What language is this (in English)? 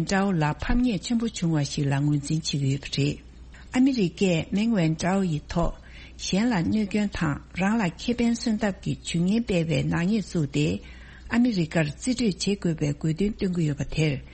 Tibetan